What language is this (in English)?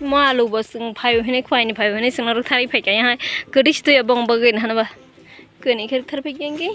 Kok Borok